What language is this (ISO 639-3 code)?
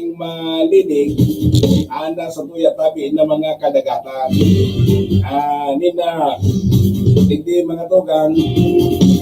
bik